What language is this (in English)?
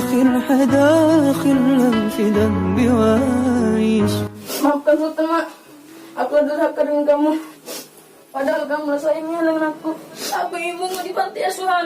Musi